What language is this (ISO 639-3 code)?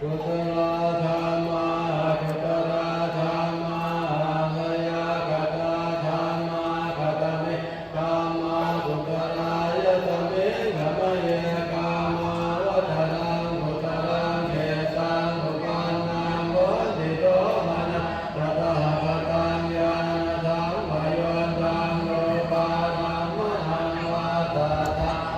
pli